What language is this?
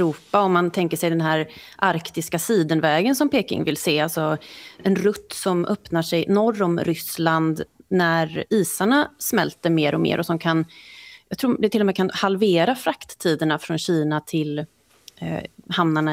Swedish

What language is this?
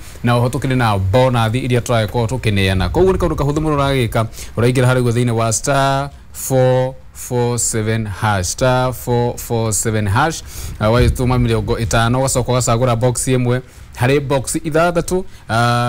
Kikuyu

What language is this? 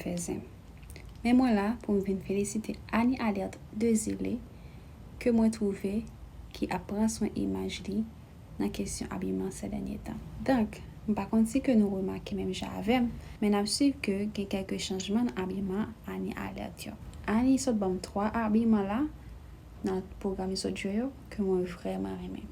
Haitian Creole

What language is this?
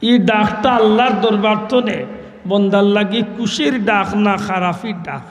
Sylheti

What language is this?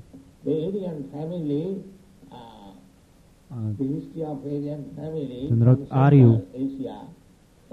Czech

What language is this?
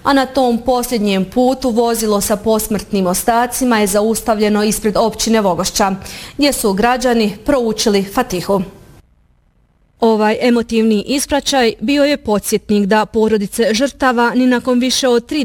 Bosnian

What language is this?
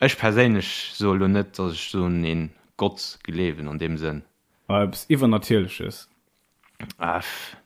Luxembourgish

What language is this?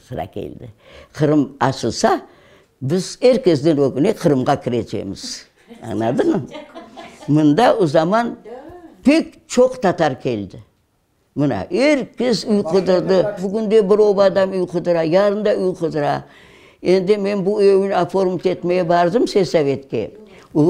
Crimean Tatar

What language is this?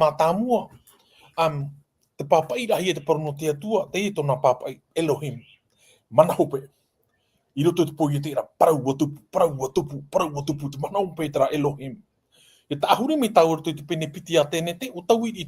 Tahitian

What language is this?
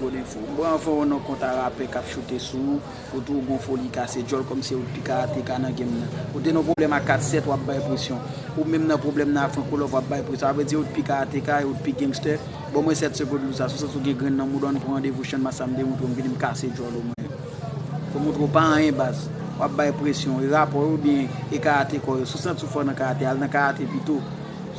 Haitian Creole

